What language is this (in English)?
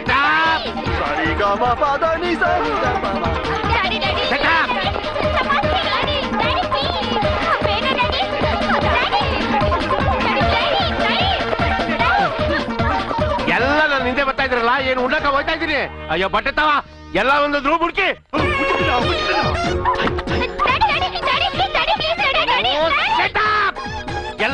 Kannada